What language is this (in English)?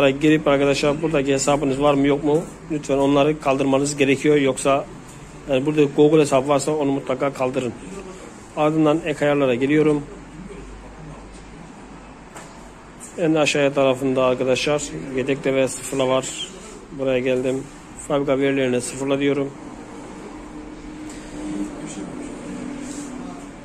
Turkish